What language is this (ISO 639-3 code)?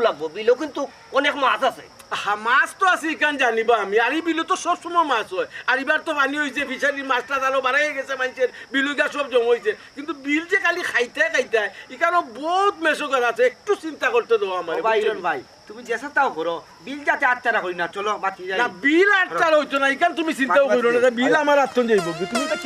syl